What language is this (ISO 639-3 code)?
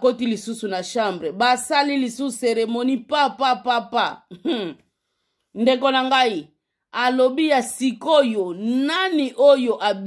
lin